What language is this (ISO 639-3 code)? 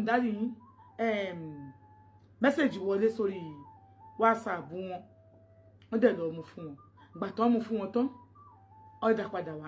yor